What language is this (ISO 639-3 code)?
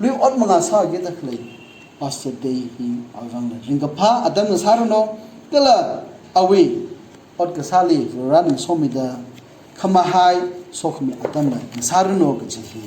nmf